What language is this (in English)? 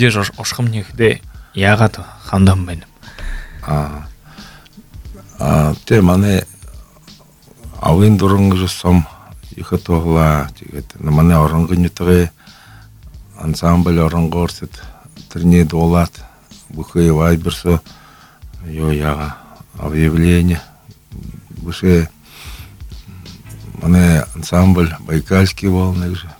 Buriat